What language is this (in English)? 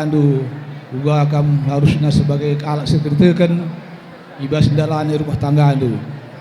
Batak Karo